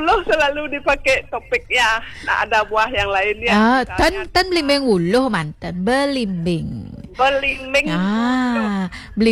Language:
Balinese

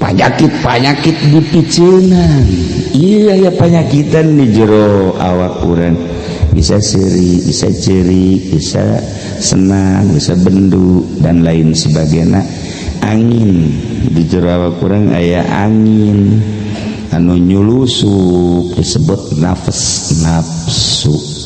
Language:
Sundanese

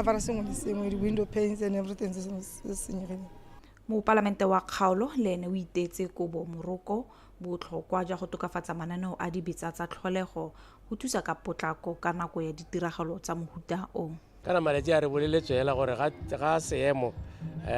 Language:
Tswana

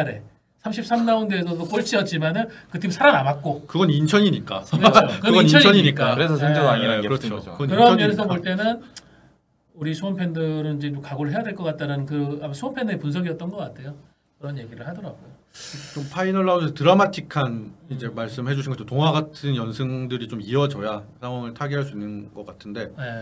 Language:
Korean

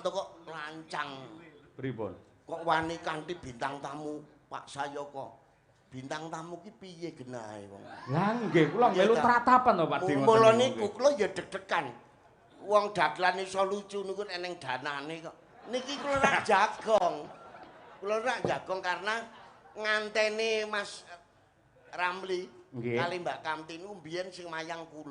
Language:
Javanese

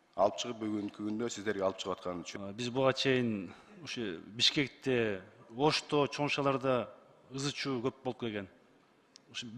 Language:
Kyrgyz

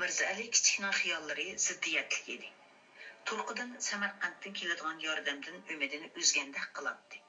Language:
Uyghur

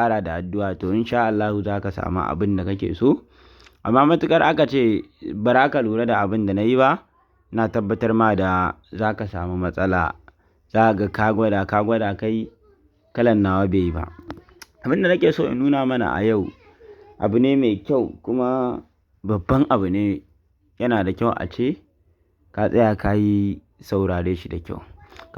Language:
Hausa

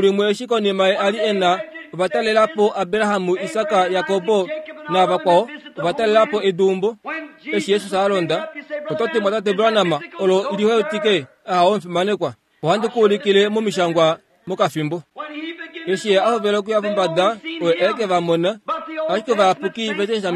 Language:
Kuanyama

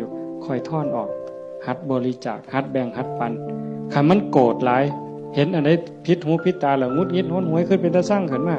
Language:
Northeastern Thai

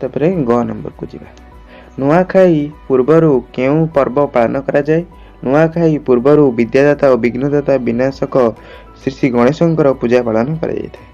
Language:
Odia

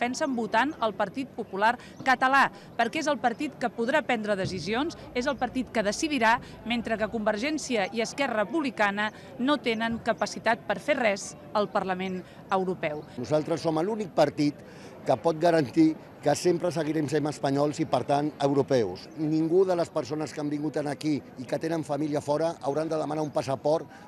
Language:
Catalan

